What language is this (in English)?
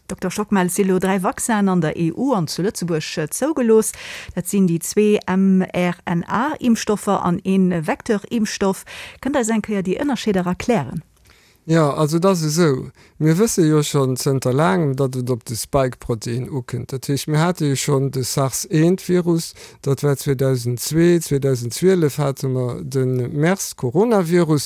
Luxembourgish